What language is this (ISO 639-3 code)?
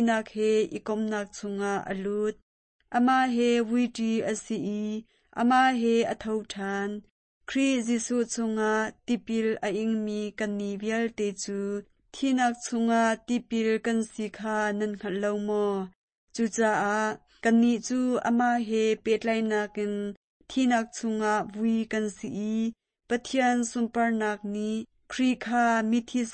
cnh